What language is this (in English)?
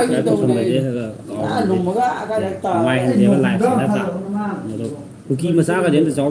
Manipuri